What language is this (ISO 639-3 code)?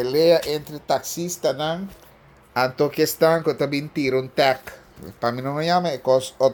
pap